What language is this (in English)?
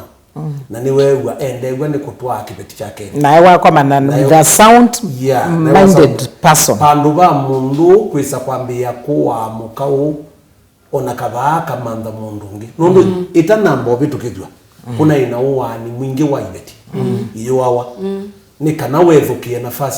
Kamba